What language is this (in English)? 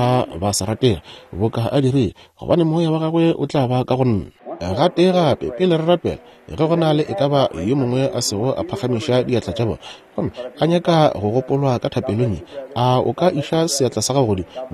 Northern Sotho